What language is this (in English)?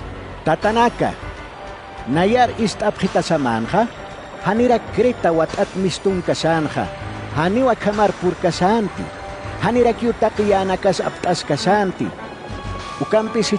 Aymara